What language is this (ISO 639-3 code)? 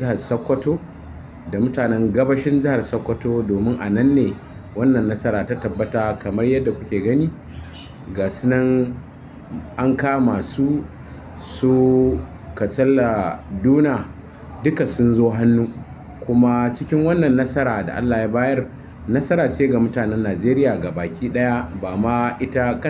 hau